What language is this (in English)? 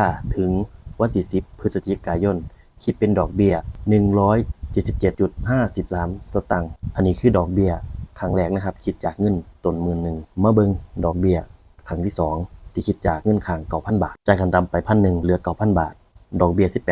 Northeastern Thai